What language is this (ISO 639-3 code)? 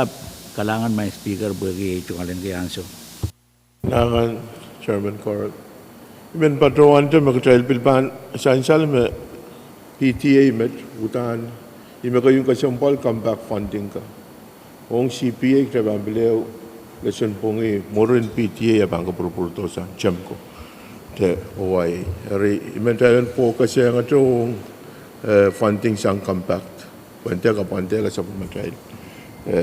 pon